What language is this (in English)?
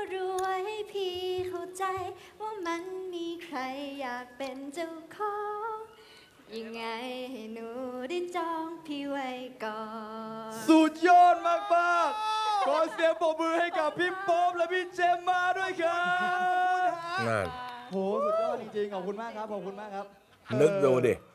Thai